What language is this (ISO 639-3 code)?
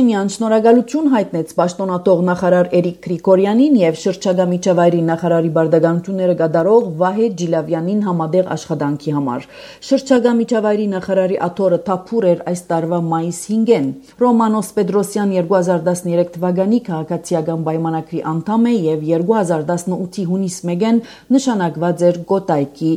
hye